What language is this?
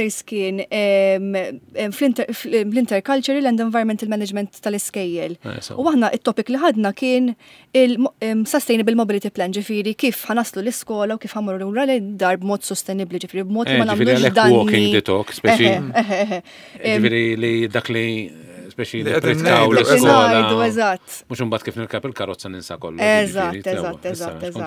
Maltese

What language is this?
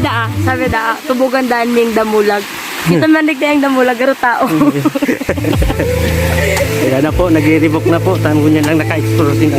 Bikol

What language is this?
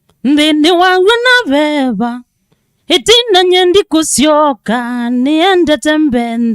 Kamba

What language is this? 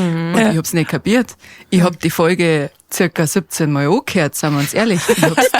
Bavarian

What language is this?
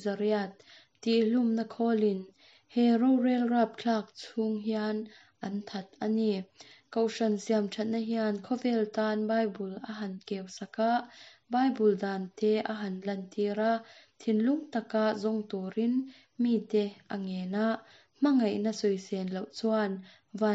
Mizo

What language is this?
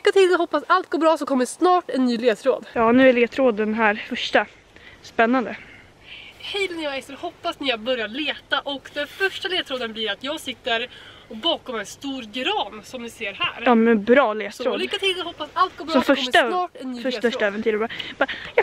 Swedish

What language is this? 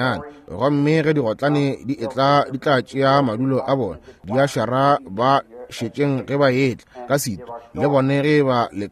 Northern Sotho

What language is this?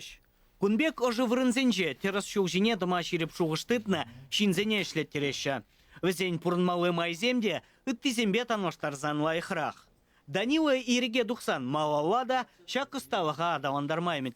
Chuvash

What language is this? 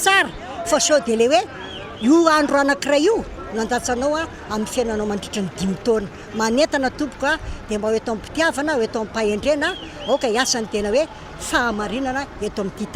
Malagasy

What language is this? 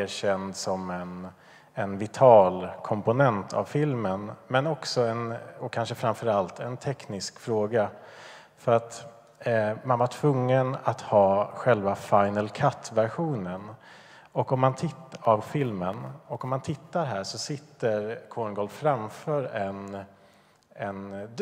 Swedish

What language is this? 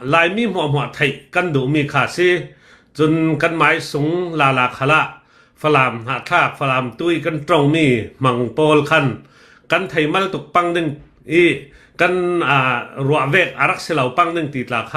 Hakha Chin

